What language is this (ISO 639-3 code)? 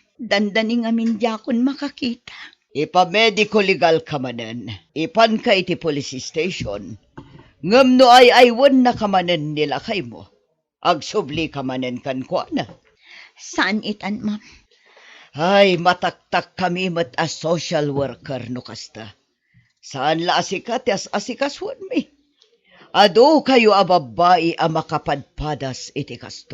ilo